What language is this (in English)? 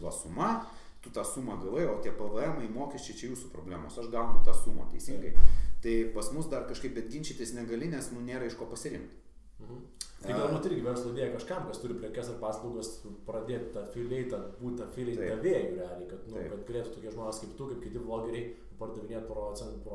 Lithuanian